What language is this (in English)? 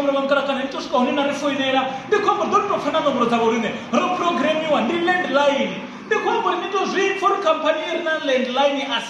Venda